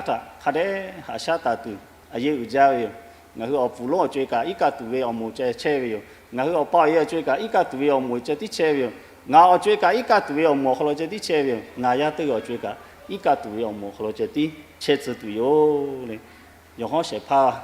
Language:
Lahu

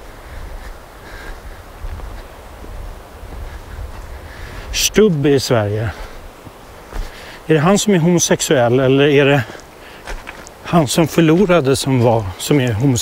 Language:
Swedish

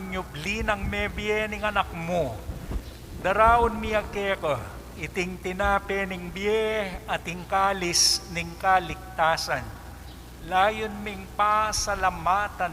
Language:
Pampanga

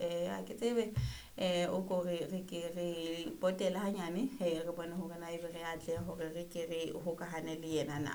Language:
Southern Sotho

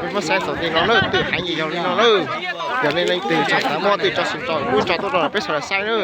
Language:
Hmong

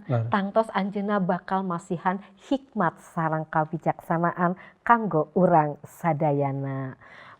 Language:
Sundanese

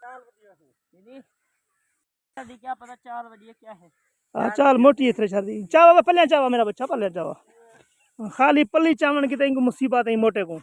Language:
Saraiki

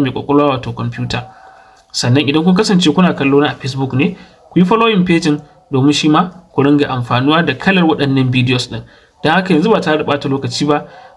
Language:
Hausa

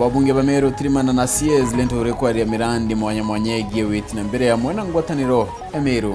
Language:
Meru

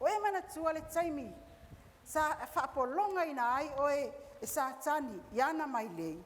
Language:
Samoan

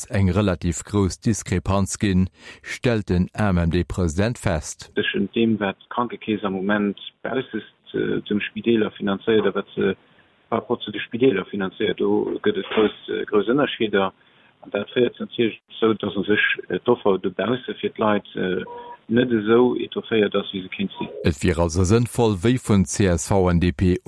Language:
Luxembourgish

